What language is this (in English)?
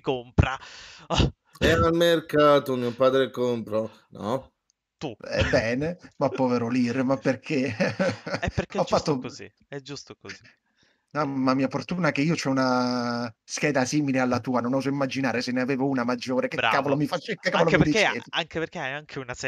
Italian